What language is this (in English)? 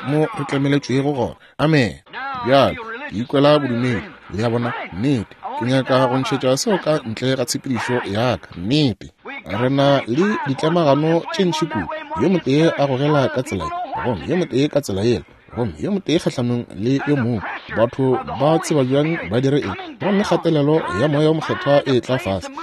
Northern Sotho